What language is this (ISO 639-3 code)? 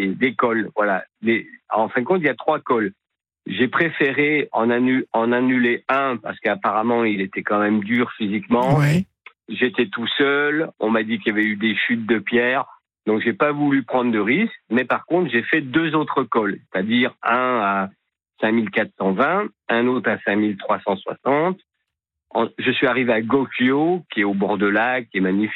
fra